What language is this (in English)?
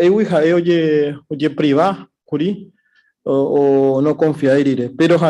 Guarani